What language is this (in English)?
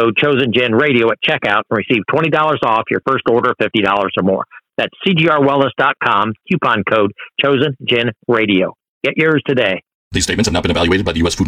English